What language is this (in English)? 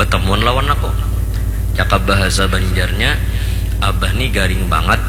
Banjar